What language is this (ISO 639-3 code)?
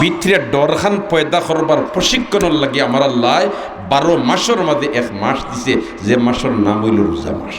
syl